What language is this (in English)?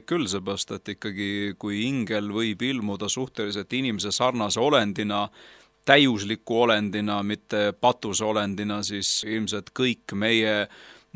Estonian